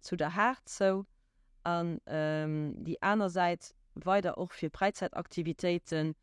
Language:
Luxembourgish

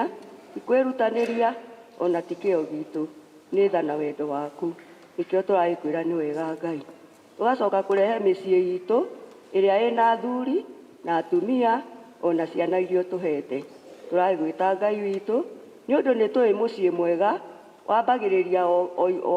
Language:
Kikuyu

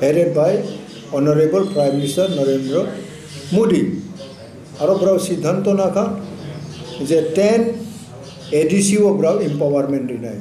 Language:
Kok Borok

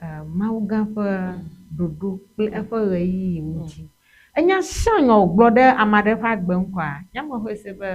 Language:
Ewe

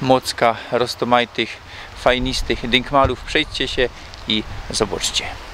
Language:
Silesian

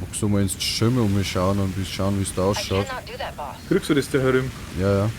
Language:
Bavarian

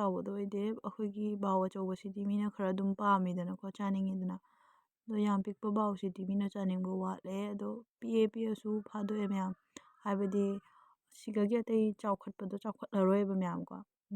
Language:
Manipuri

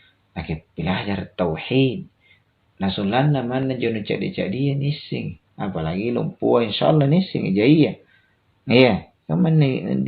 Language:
Makasar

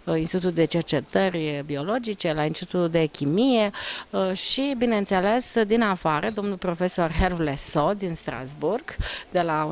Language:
Romanian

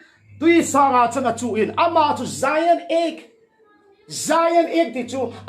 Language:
Thado Chin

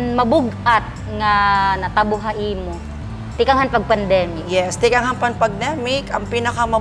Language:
Waray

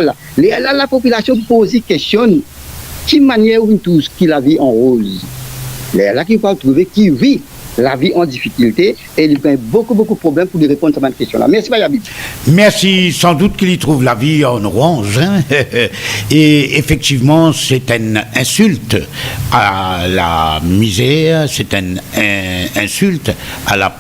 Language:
Morisyen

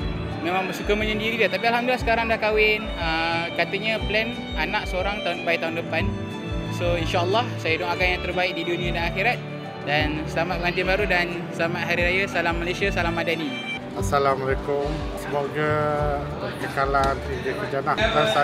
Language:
Malay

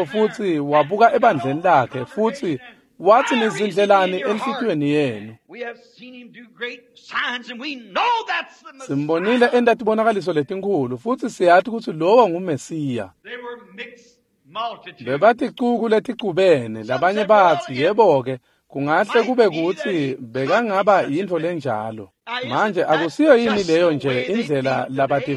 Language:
Swati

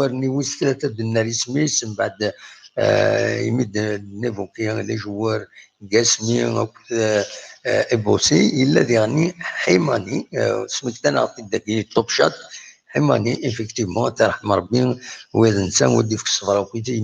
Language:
Kabyle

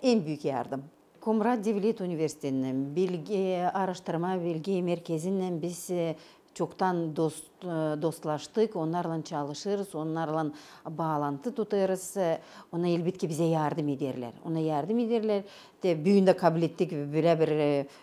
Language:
Gagauz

